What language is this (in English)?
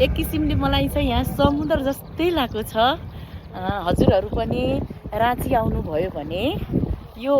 Nepali